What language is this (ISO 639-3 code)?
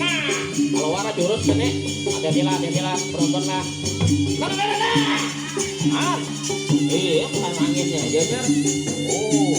bjn